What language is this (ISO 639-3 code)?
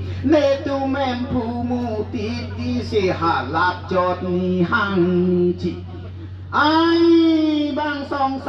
mjw